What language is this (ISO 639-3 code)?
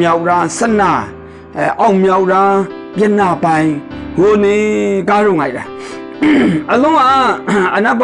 mhx